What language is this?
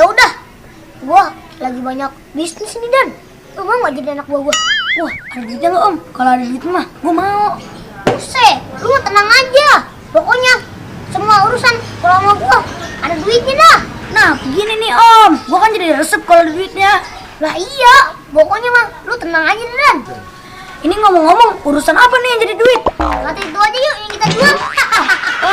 Betawi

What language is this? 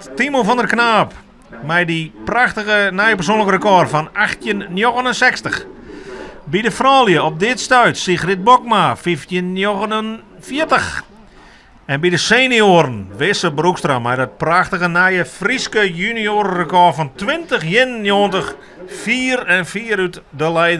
Western Frisian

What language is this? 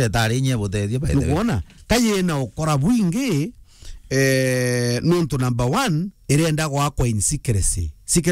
Meru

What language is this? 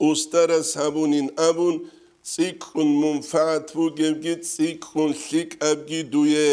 Avaric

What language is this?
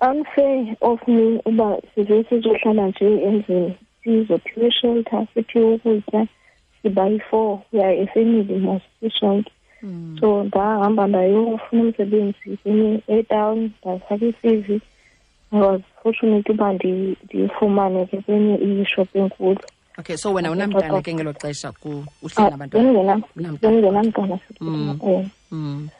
Xhosa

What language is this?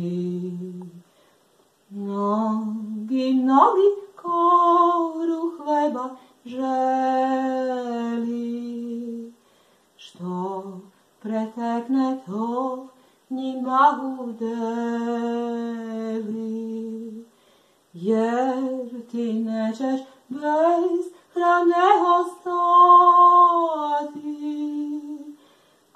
Serbian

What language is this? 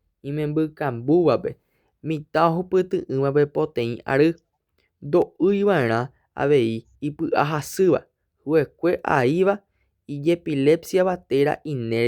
Guarani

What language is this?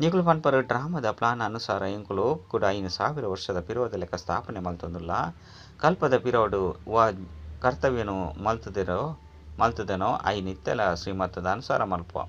Tulu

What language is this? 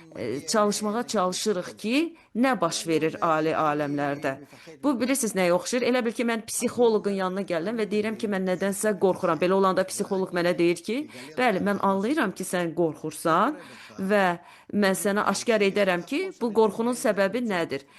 Azerbaijani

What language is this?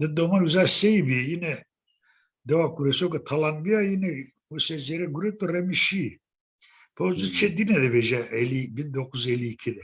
Zaza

